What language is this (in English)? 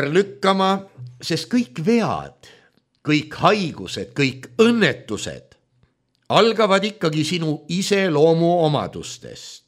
Estonian